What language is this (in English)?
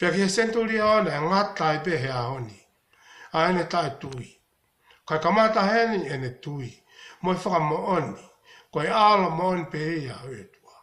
Tongan